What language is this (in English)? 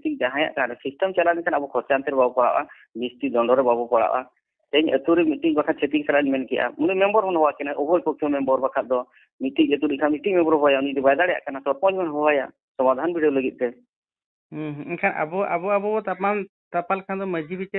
Santali